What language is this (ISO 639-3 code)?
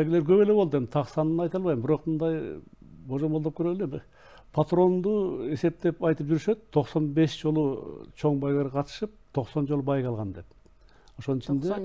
kir